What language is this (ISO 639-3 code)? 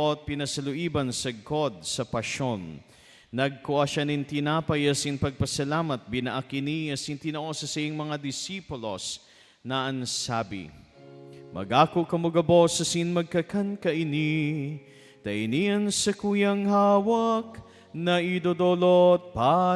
bik